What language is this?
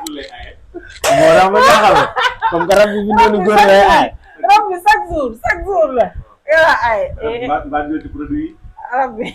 Wolof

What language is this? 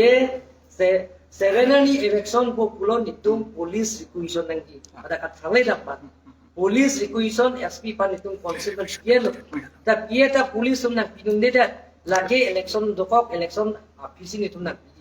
Karbi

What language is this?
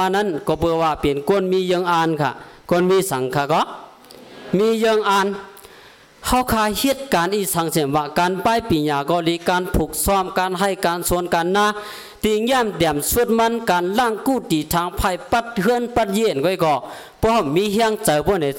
Shan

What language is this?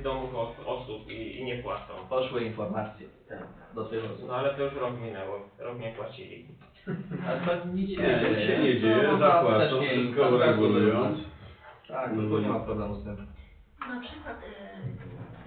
Polish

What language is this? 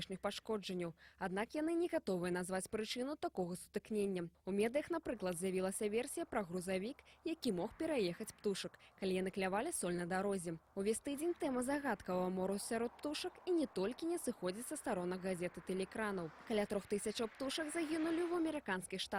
Belarusian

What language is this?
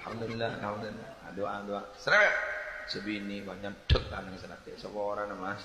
Madurese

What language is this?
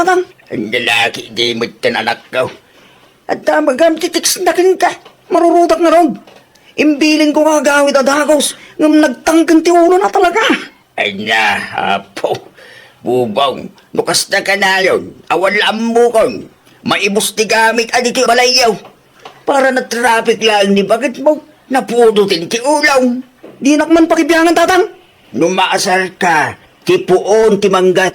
Iloko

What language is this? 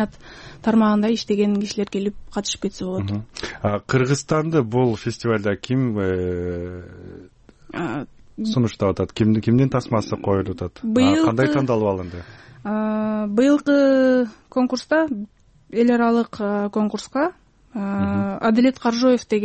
Kyrgyz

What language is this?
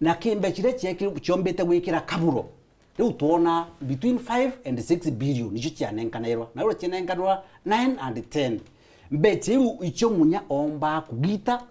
Meru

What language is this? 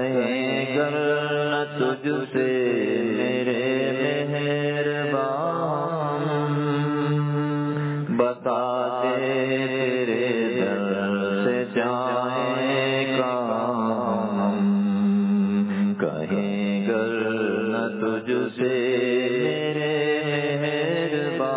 Urdu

